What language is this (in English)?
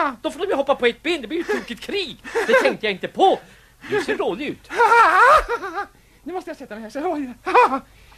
Swedish